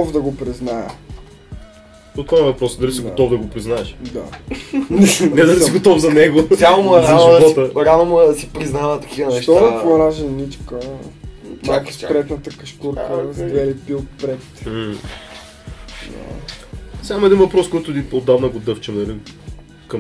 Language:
Bulgarian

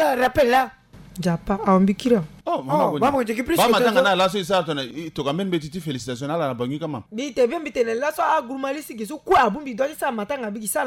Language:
Sango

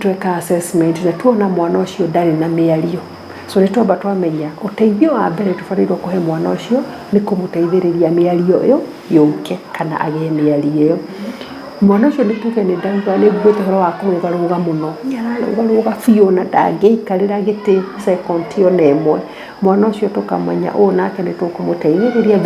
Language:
Kikuyu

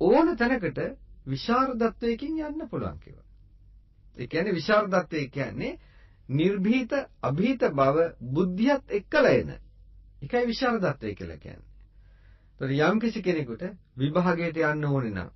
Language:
Sinhala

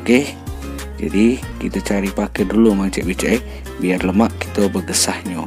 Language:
Musi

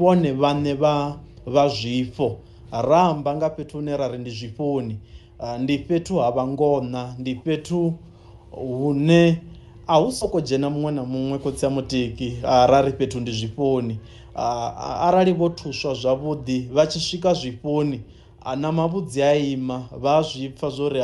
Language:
Venda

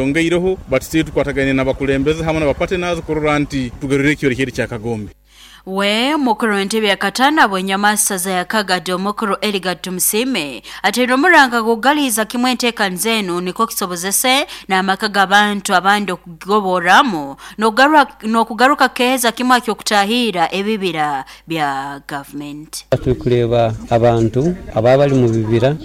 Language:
Nyoro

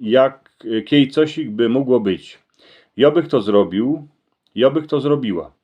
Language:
Silesian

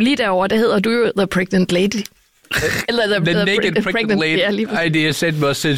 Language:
Danish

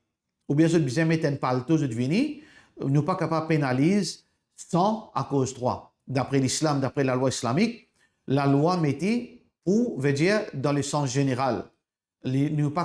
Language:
Morisyen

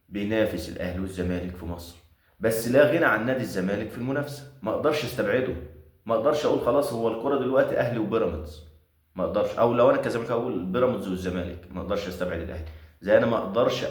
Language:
Egyptian Arabic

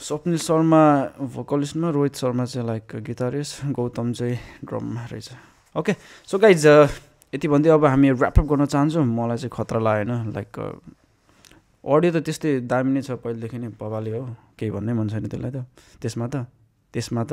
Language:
Nepali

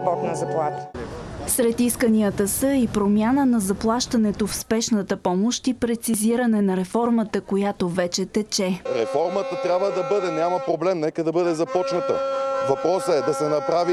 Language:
Bulgarian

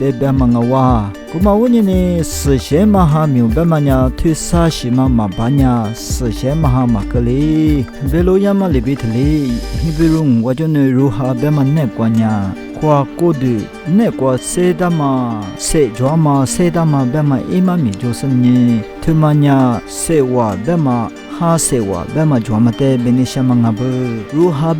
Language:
Lisu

